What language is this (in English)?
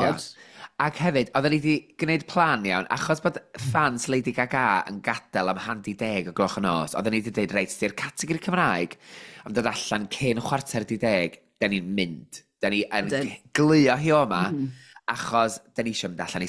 Welsh